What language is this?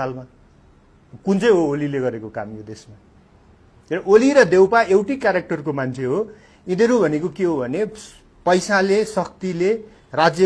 Nepali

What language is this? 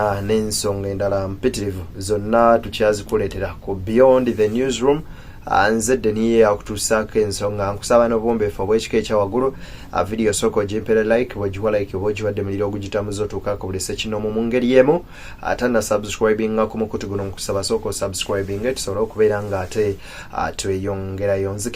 Ganda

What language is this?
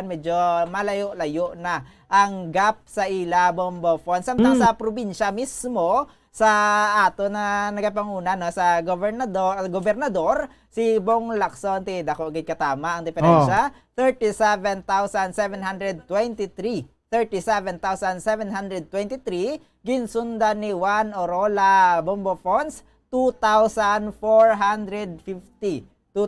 Hiligaynon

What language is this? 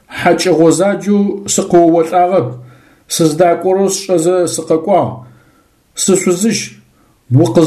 Adyghe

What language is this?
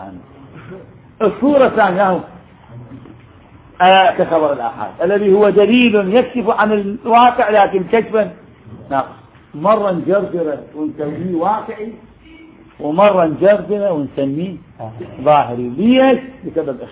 Arabic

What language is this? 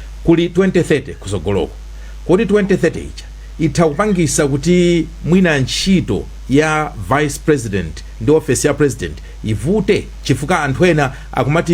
Nyanja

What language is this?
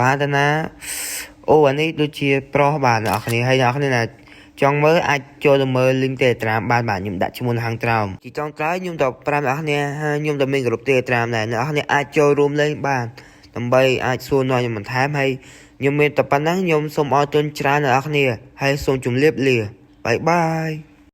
Khmer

